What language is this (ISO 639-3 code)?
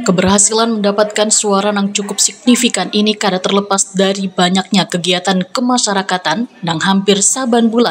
bjn